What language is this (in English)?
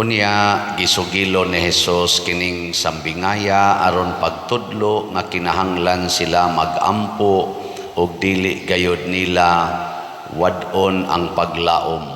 Cebuano